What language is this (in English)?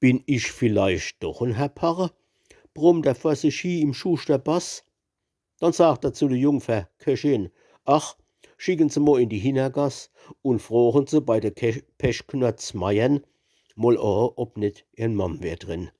Palatine German